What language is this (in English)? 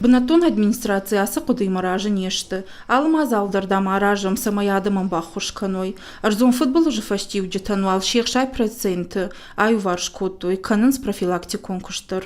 Ossetic